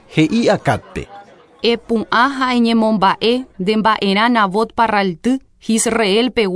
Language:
Guarani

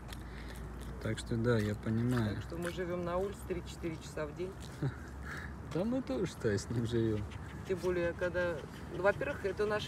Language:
Russian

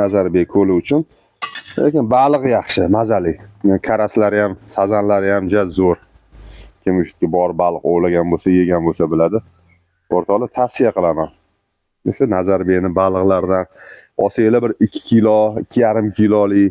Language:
Uzbek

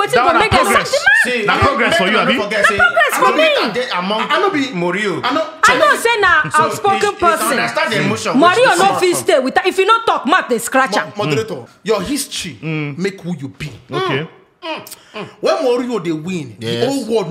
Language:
Nigerian Pidgin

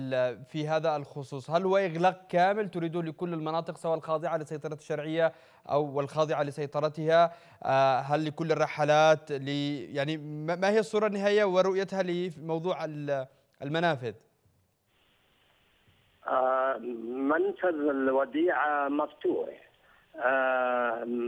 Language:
Arabic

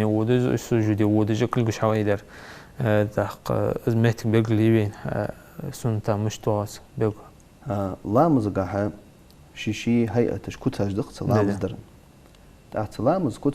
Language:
Ingush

